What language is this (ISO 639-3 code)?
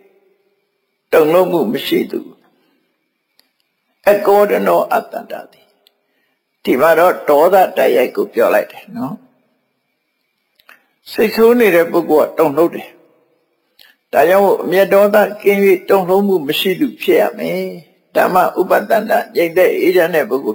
mya